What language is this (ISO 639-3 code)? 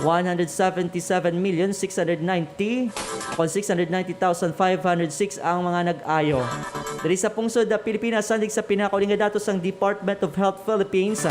hil